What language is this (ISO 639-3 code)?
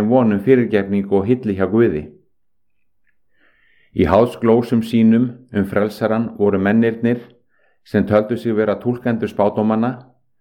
isl